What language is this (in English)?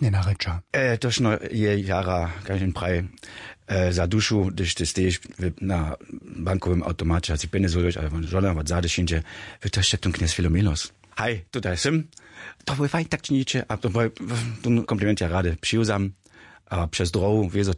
Upper Sorbian